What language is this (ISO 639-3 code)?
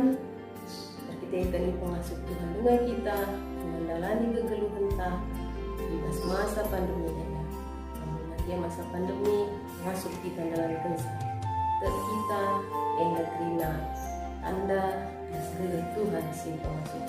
btx